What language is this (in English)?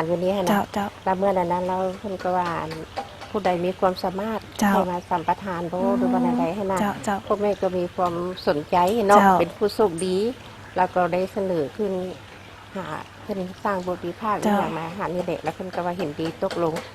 Lao